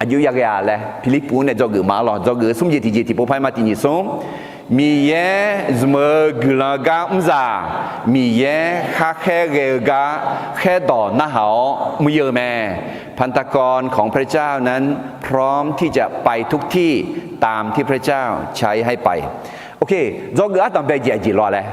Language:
Akha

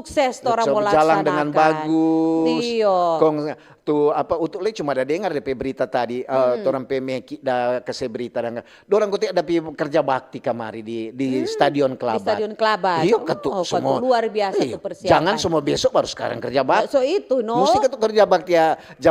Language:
Manado Malay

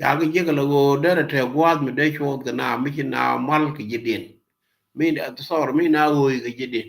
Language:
Nuer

